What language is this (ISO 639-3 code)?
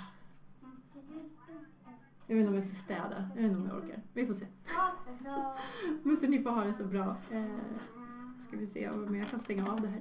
swe